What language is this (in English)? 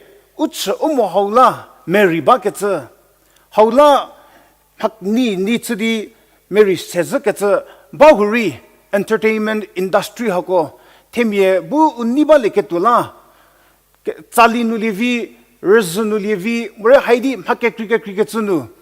Angami Naga